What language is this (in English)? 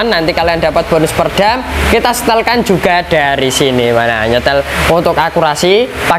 Indonesian